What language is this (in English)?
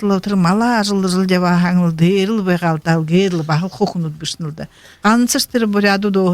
Buriat